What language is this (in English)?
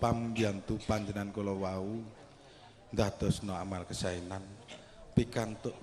Javanese